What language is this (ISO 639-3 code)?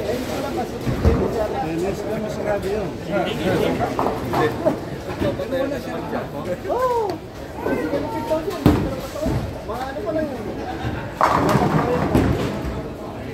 fil